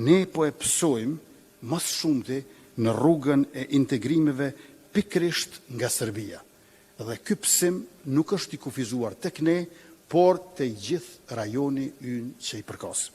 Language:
Albanian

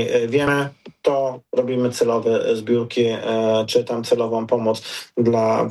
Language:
Polish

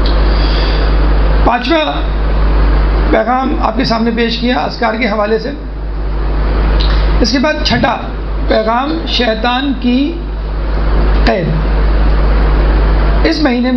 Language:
Urdu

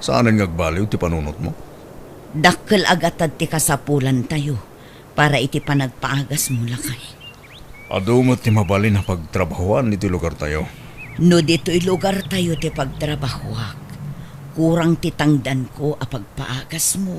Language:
Iloko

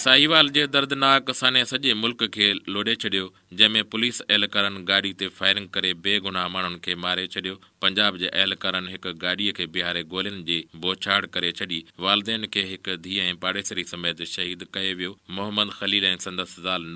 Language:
Sindhi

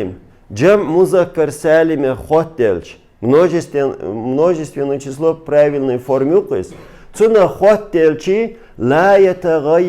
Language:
Chechen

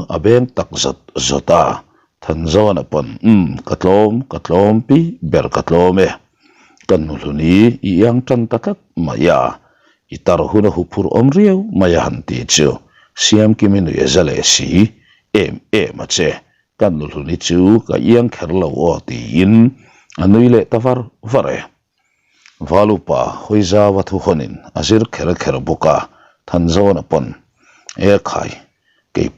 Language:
Mizo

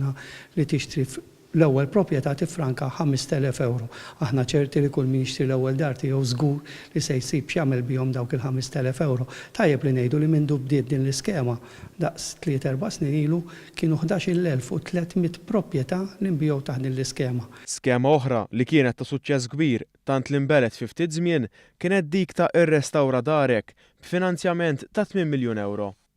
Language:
Maltese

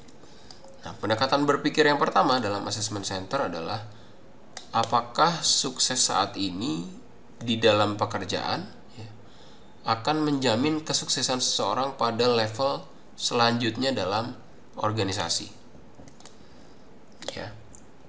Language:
Indonesian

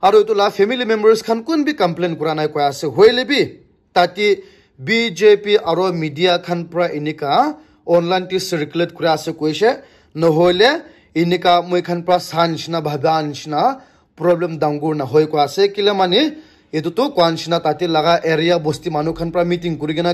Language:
Naga Pidgin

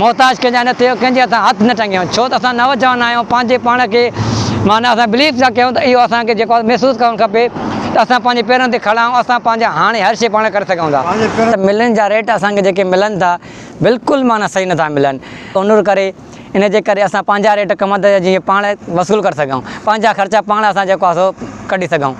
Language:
Sindhi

